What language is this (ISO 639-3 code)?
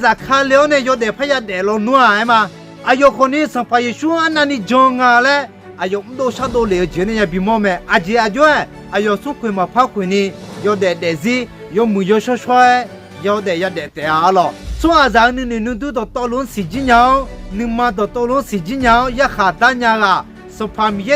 ahk